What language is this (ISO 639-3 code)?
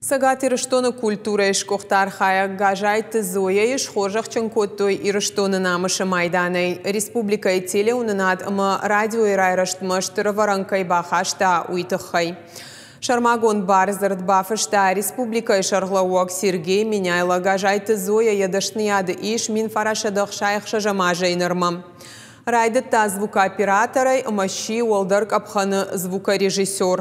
oss